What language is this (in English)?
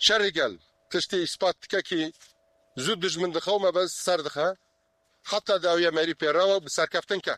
Kurdish